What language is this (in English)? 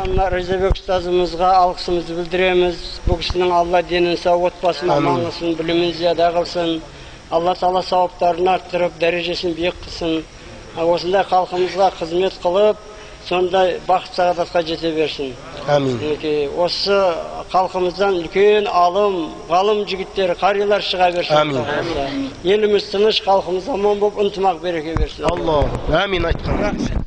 Kyrgyz